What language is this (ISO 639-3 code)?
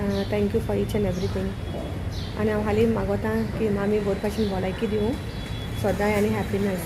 kok